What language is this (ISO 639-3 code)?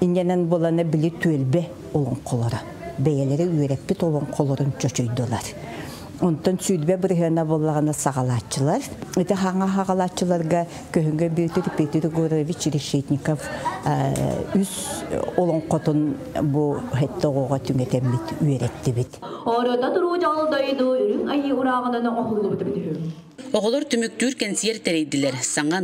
sah